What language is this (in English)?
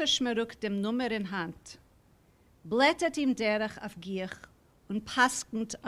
Yiddish